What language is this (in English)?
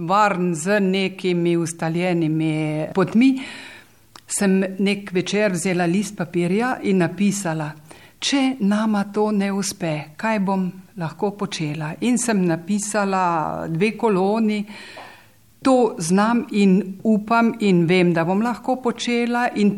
Slovenian